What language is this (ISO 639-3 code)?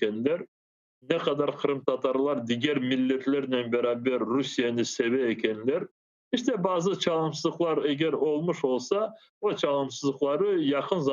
crh